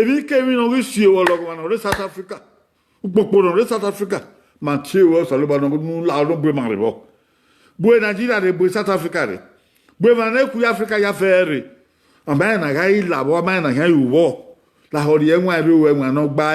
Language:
Bini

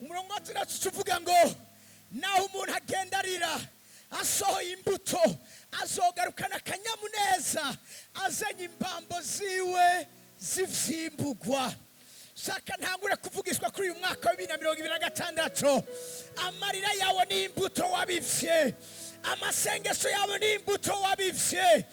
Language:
Rundi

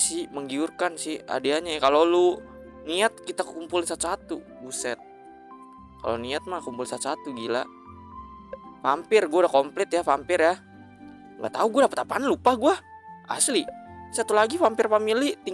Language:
Indonesian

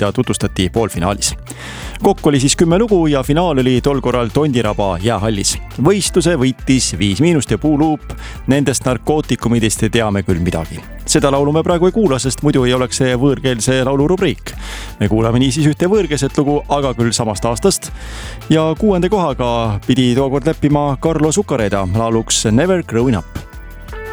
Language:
Estonian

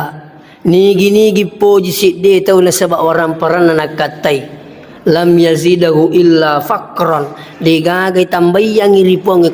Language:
Buginese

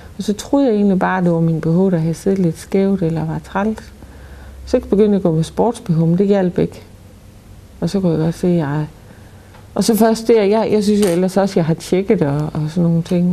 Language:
Danish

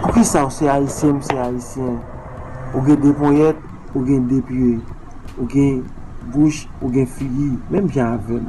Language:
Haitian Creole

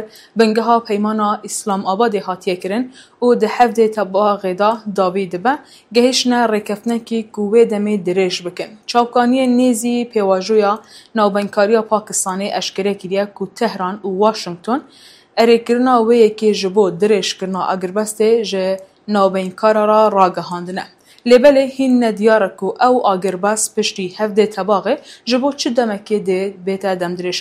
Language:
Kurdish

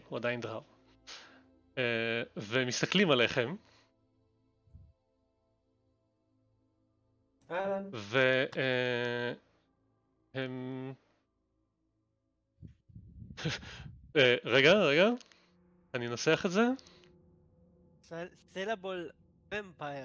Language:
Hebrew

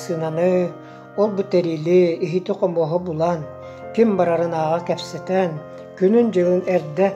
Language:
Yakut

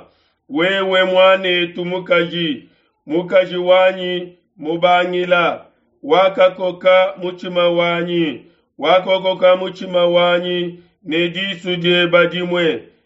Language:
Luba-Lulua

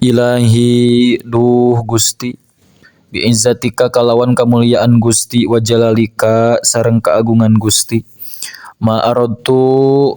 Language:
Sundanese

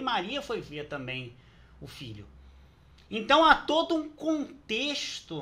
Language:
Portuguese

